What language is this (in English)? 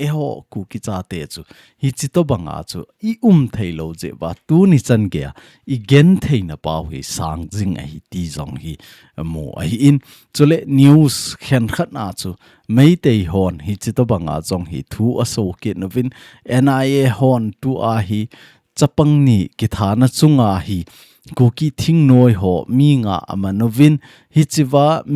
Thado Chin